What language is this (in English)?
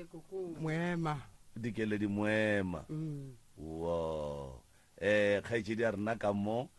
Northern Sotho